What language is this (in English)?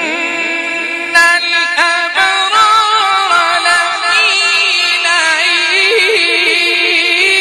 Arabic